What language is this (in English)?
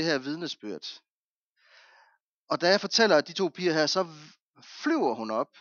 Danish